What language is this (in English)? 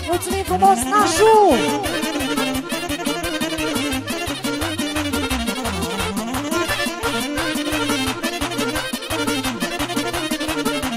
Romanian